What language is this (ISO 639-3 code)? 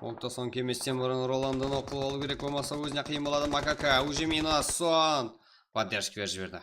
kaa